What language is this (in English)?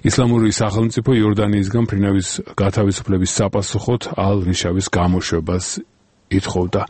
Georgian